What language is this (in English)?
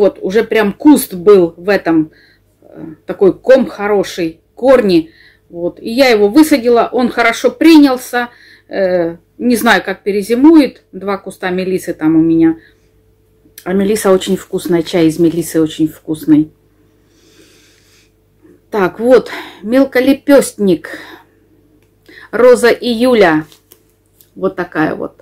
Russian